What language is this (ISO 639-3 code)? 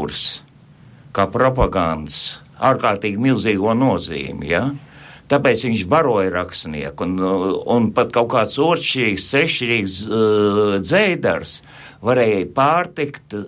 lav